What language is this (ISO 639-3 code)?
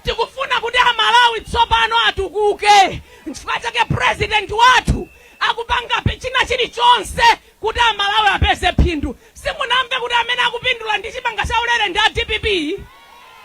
nya